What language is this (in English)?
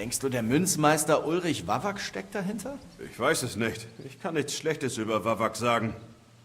Bavarian